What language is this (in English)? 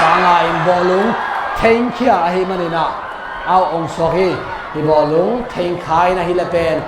Tedim Chin